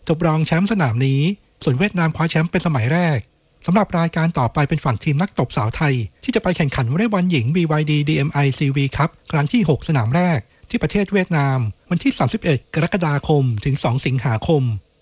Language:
Thai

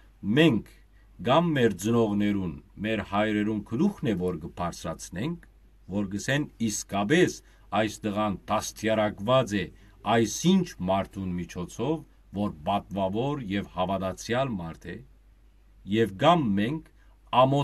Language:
Western Armenian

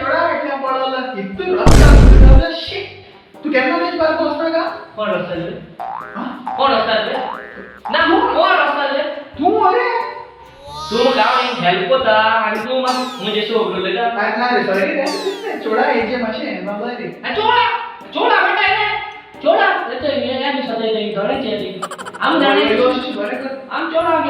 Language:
Konkani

